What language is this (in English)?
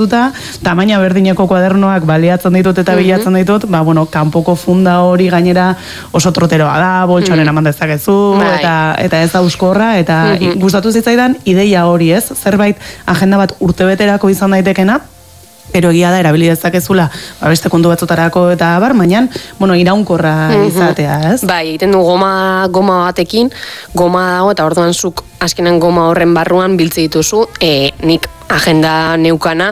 Basque